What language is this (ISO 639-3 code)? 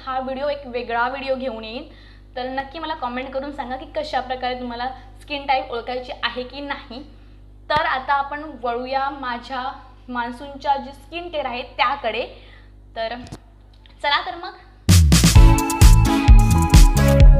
mar